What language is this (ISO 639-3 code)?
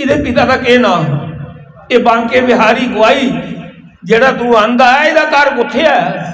doi